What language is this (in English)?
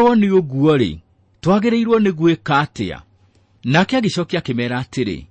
Kikuyu